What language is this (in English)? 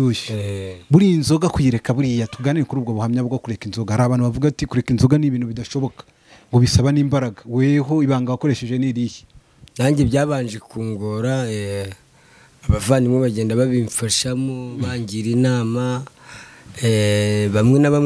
Kinyarwanda